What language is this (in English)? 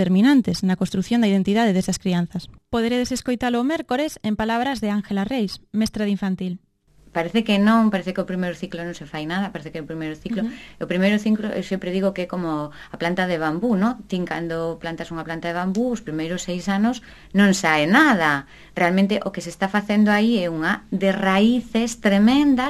Galician